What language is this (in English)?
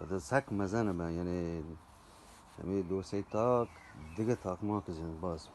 Eastern Balochi